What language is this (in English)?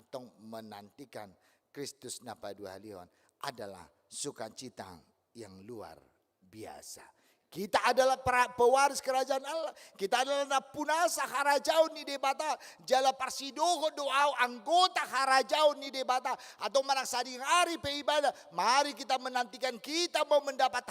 Batak Toba